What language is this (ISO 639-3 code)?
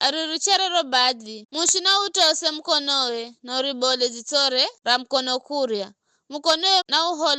nyf